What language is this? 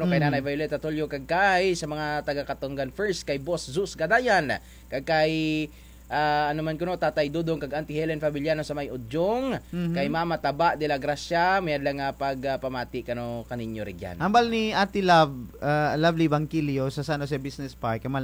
Kinaray-a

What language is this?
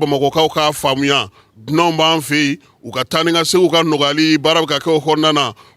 Bambara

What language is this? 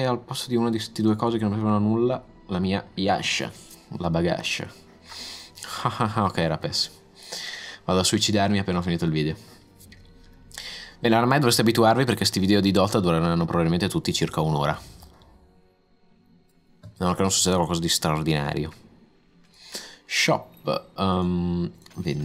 Italian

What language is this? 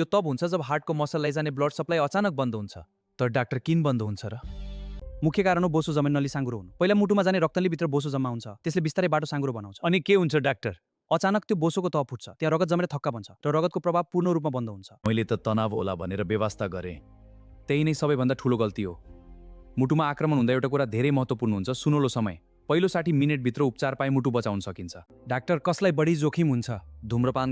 Nepali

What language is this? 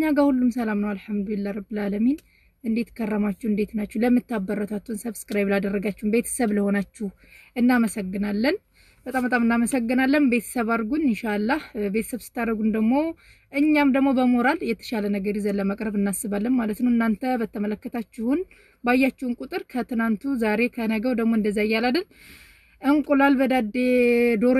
Amharic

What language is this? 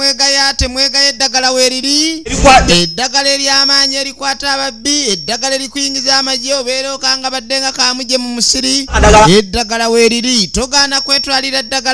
Ganda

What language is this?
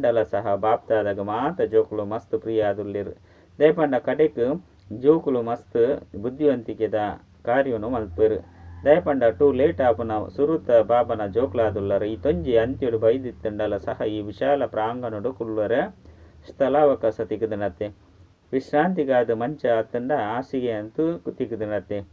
Tulu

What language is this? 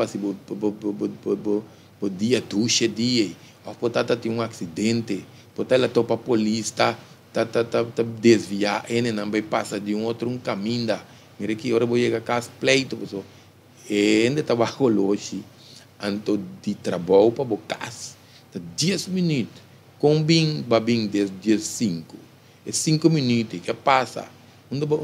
Papiamento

